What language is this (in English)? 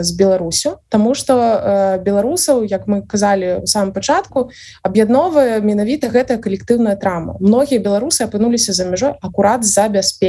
Belarusian